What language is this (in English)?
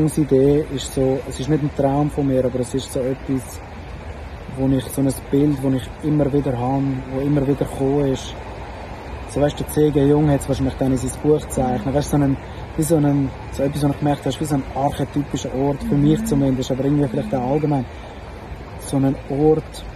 German